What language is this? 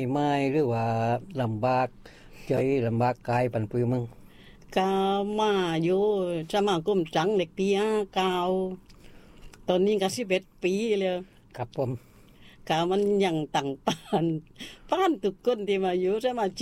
Thai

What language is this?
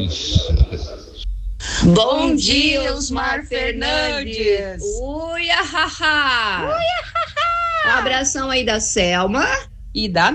Portuguese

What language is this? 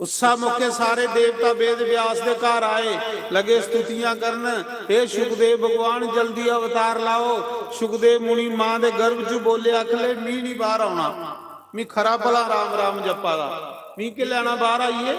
Dogri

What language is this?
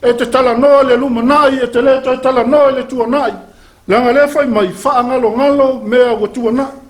Samoan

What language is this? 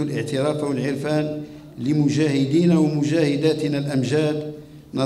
Arabic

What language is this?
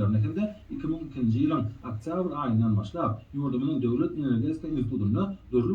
Turkmen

